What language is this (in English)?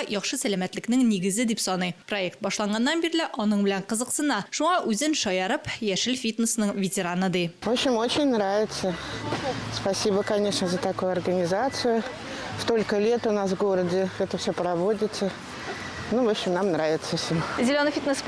Tatar